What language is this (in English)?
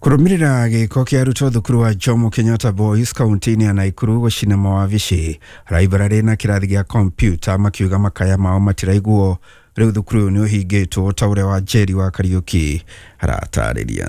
Kikuyu